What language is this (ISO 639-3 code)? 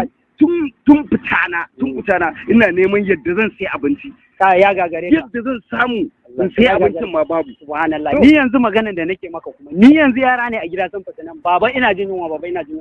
hau